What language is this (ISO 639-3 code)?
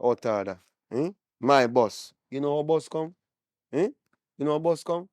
jam